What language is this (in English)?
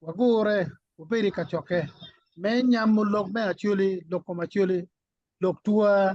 Acoli